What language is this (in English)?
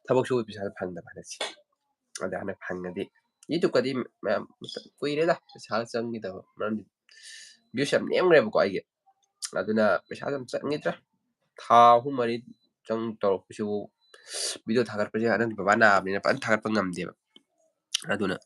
Manipuri